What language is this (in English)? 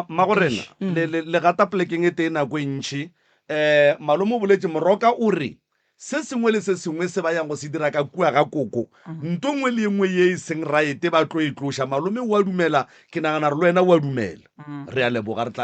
Northern Sotho